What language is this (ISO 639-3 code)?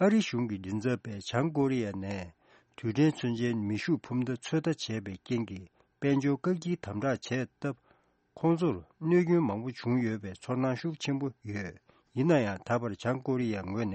bod